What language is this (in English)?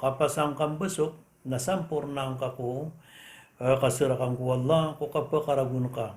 Maranao